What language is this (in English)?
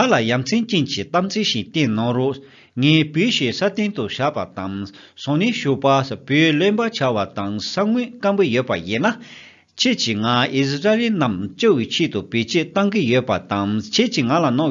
Tibetan